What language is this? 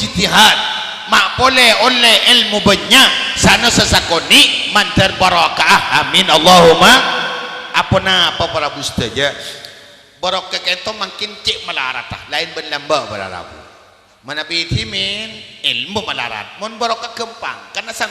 Madurese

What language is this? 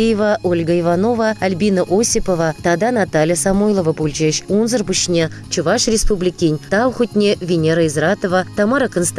Chuvash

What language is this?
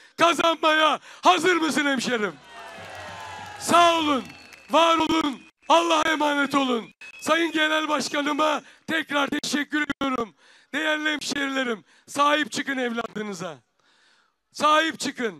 Turkish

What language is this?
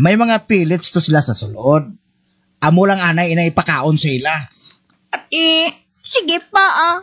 Hiligaynon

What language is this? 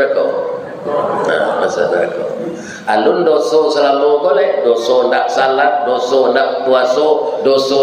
Minangkabau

